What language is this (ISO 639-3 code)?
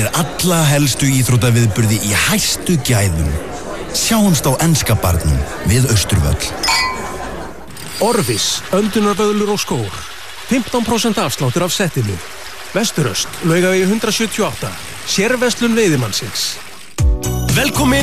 isl